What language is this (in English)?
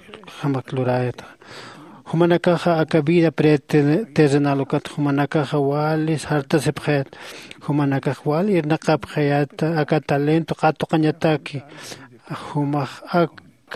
Aymara